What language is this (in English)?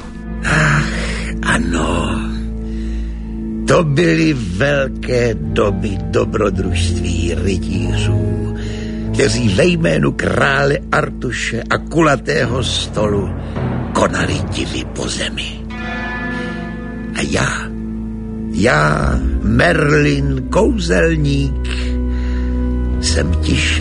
Czech